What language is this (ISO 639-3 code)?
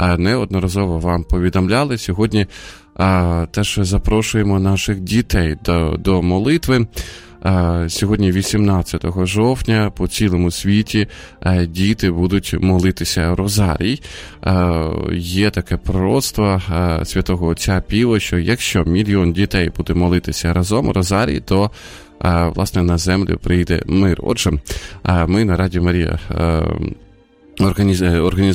ukr